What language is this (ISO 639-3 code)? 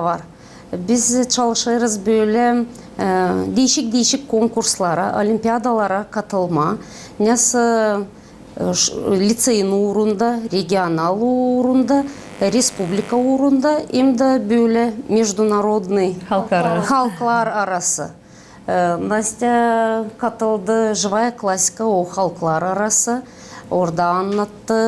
gag